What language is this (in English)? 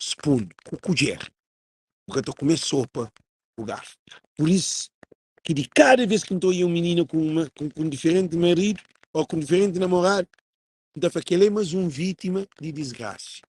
Kabuverdianu